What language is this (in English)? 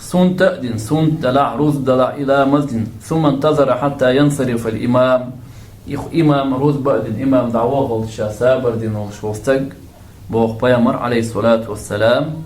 Chechen